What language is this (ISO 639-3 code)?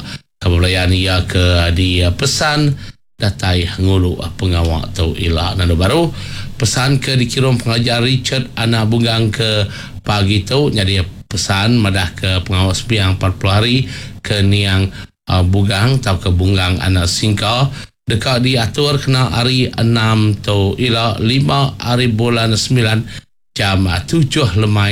iba